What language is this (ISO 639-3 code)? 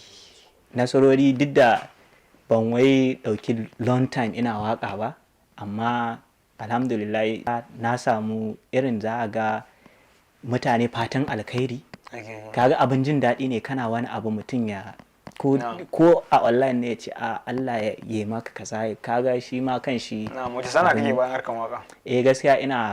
hau